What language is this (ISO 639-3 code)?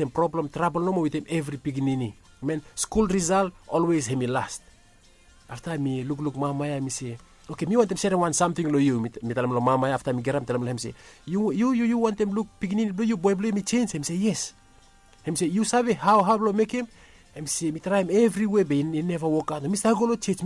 bis